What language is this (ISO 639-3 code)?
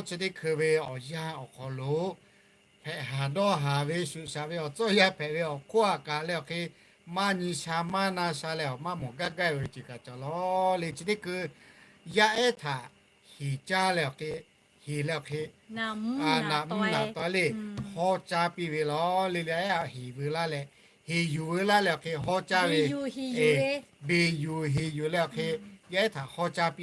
lhu